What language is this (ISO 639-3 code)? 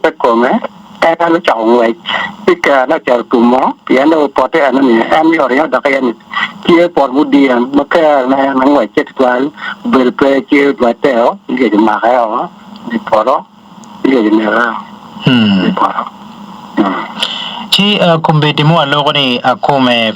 ach